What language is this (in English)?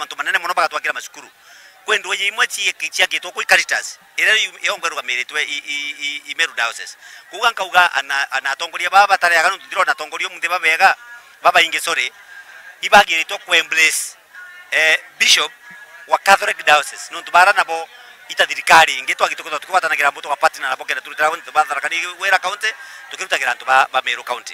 Meru